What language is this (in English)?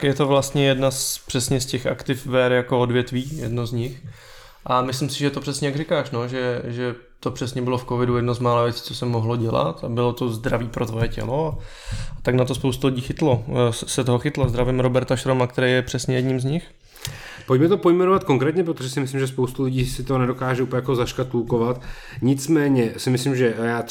Czech